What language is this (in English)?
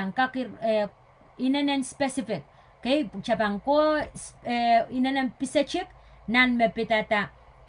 Pohnpeian